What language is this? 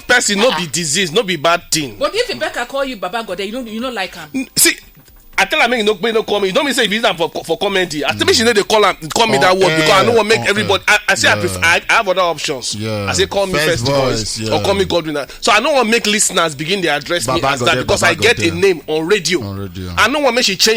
Nigerian Pidgin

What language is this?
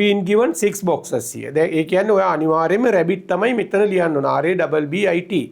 Sinhala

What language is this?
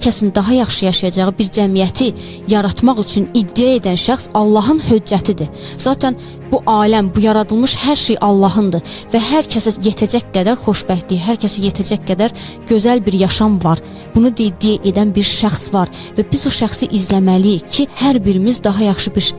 Azerbaijani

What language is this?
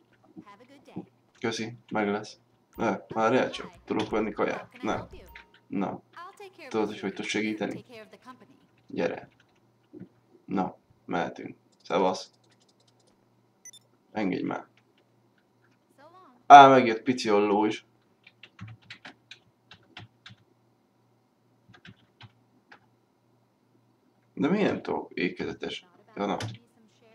Hungarian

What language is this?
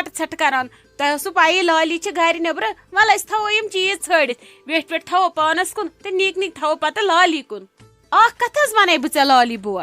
Kashmiri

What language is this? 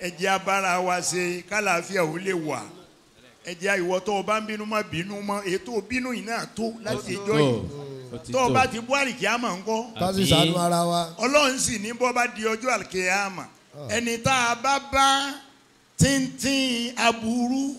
Yoruba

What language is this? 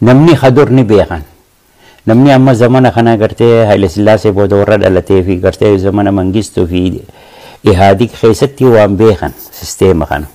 Oromo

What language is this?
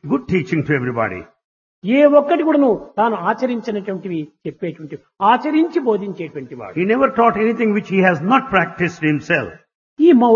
Telugu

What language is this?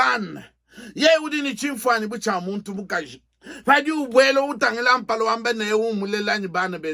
Luba-Lulua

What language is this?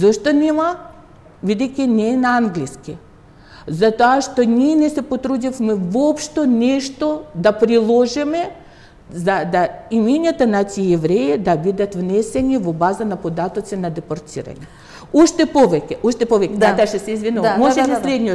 Macedonian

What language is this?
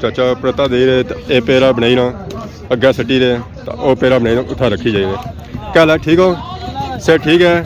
Pahari-Potwari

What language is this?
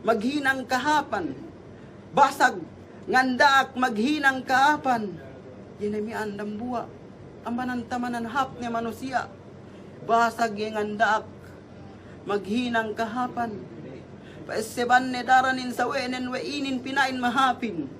Yakan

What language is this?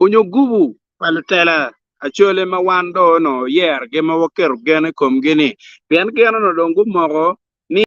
Acoli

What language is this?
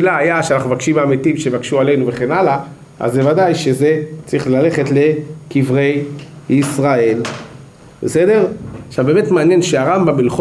Hebrew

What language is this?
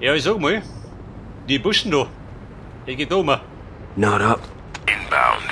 Bavarian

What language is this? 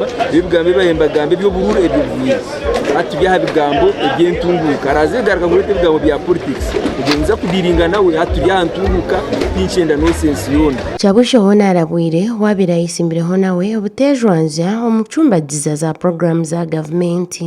Nyankole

